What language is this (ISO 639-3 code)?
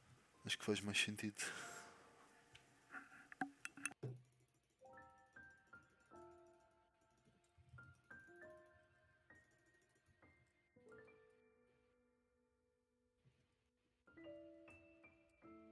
por